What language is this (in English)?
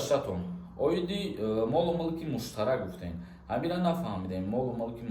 Tajik